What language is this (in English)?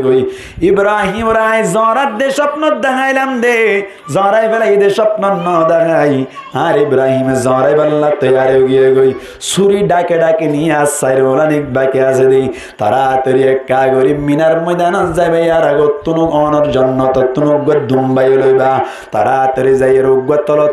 Rohingya